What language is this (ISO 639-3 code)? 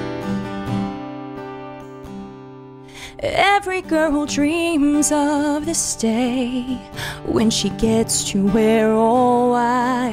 eng